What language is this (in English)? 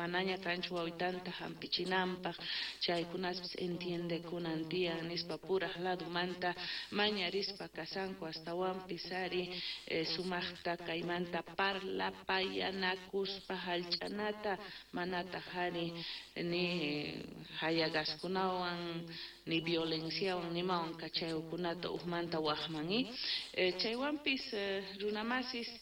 South Bolivian Quechua